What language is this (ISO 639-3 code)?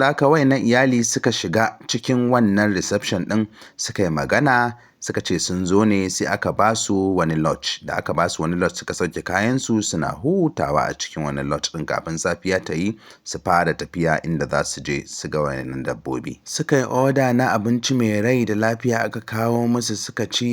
hau